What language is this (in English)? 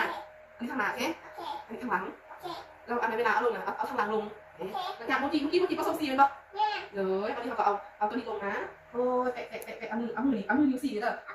Lao